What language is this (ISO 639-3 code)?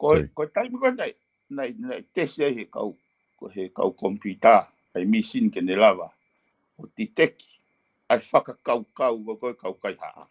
ton